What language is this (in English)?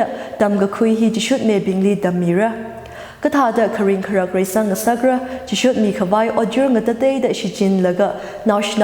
Tangkhul Naga (India)